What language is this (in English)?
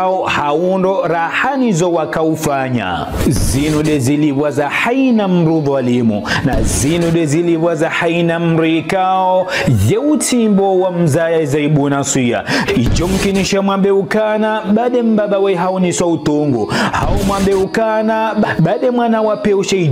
Ngazidja Comorian